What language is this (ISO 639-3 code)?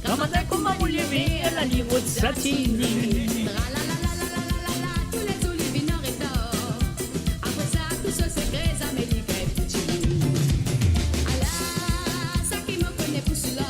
mfe